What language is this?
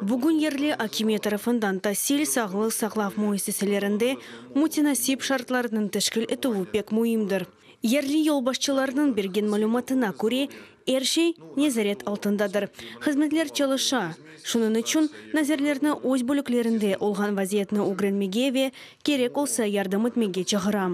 Crimean Tatar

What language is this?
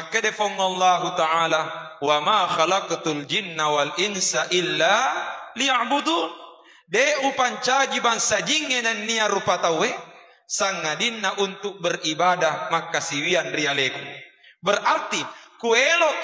Buginese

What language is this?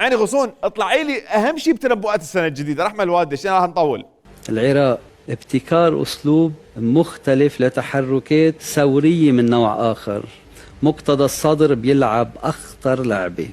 Mesopotamian Arabic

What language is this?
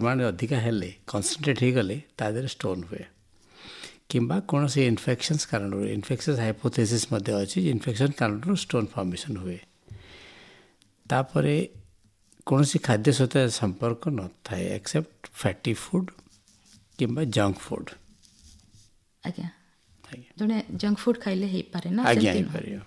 Odia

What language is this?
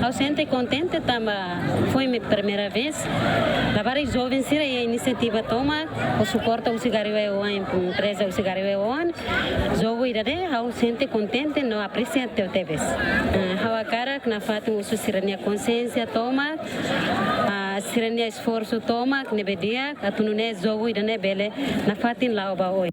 Tetum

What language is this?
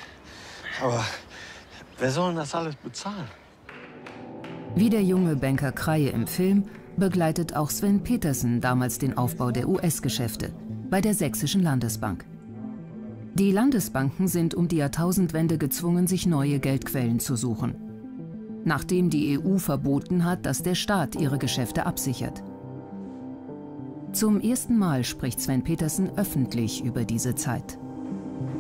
German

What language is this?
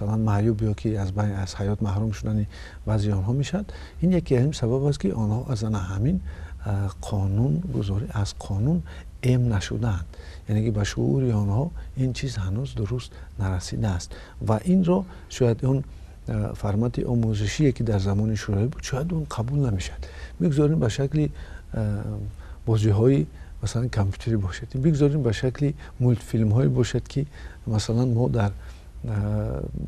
Tajik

